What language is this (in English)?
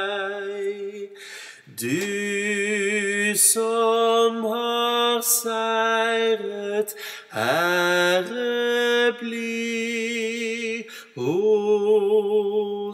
Norwegian